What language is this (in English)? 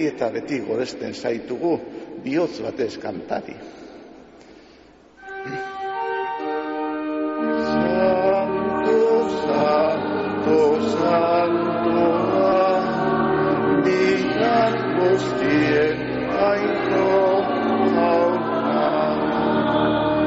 Basque